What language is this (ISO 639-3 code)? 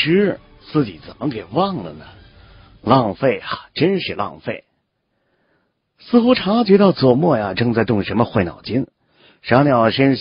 zho